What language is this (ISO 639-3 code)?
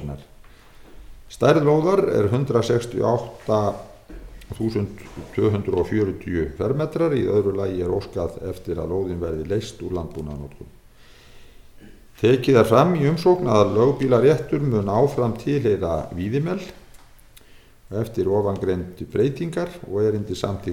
isl